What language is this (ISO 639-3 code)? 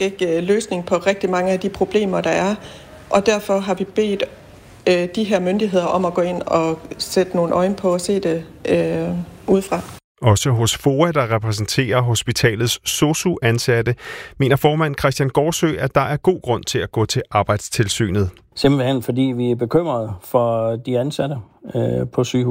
dan